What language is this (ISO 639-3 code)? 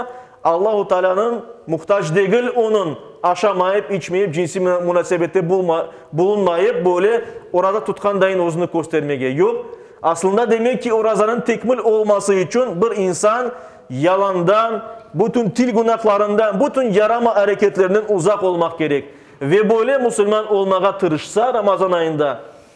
crh